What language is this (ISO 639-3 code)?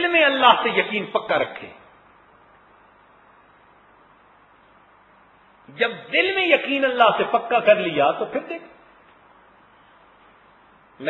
urd